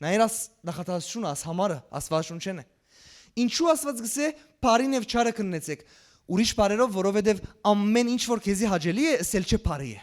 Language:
Western Armenian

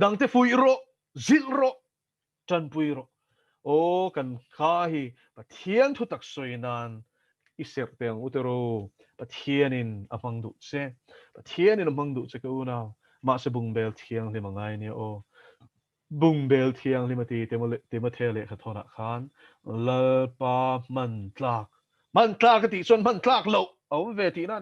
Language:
Mizo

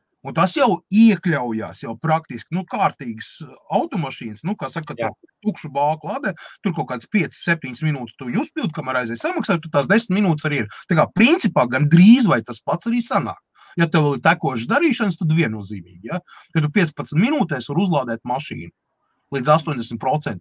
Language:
Latvian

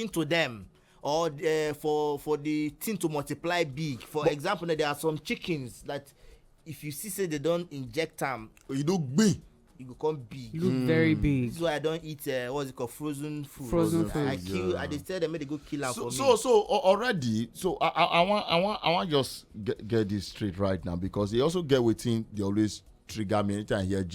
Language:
Nigerian Pidgin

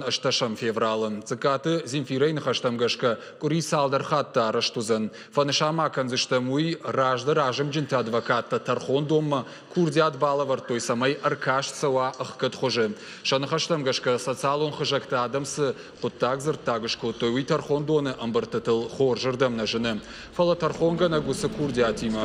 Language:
Ossetic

